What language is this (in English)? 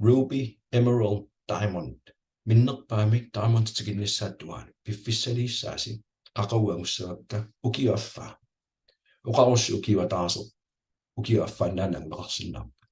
Kalaallisut